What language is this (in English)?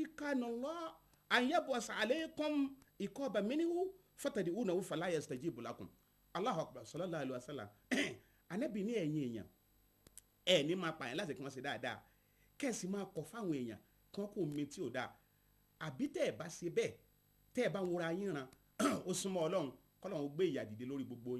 Yoruba